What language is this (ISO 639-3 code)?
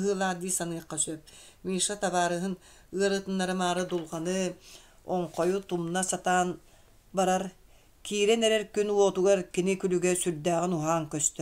sah